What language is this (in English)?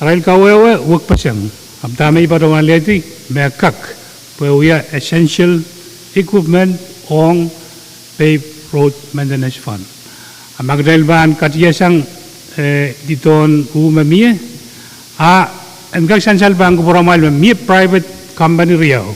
Pohnpeian